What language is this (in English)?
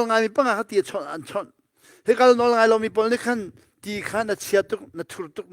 Hakha Chin